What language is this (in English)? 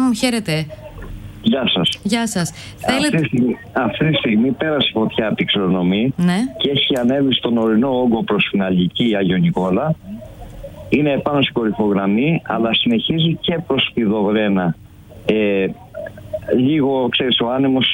Greek